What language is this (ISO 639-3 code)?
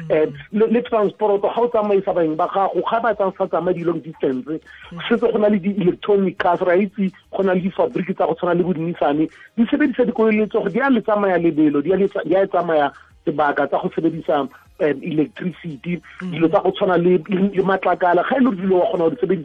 tsn